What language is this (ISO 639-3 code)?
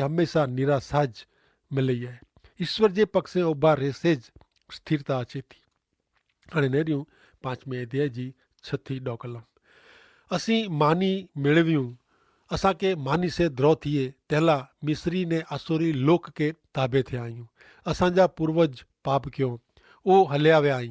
kfr